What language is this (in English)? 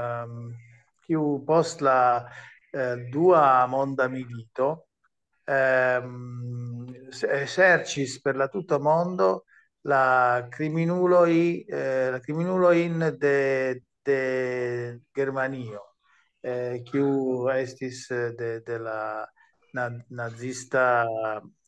Esperanto